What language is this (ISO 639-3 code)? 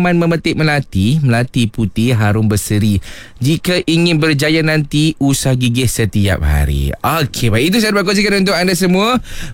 msa